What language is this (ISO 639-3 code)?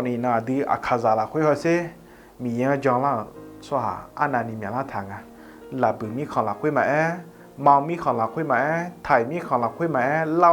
ahk